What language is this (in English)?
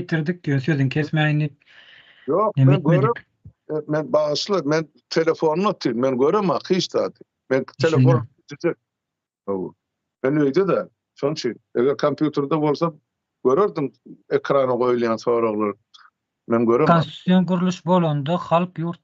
Turkmen